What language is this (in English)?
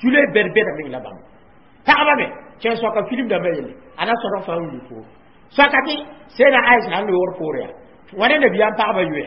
Mossi